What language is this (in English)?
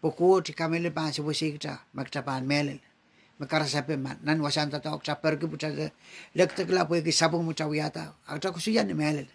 Pohnpeian